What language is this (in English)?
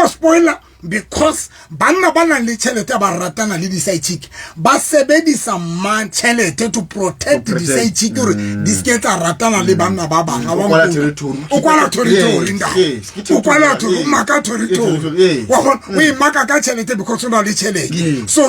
Southern Sotho